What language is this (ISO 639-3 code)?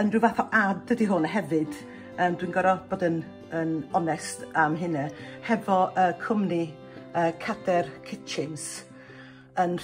cym